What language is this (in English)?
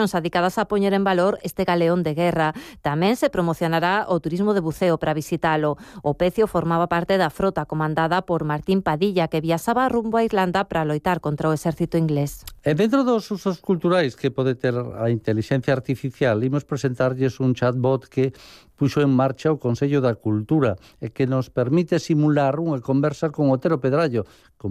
Galician